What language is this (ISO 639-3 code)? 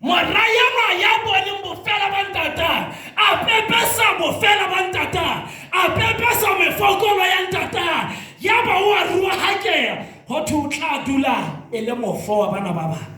sot